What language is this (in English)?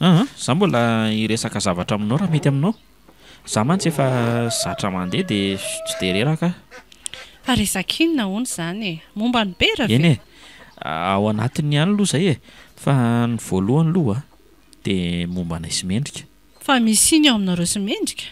Malagasy